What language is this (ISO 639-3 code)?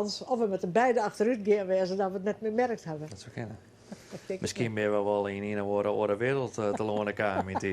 fry